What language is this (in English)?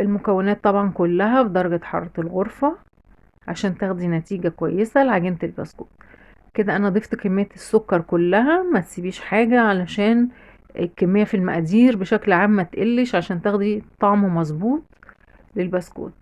Egyptian Arabic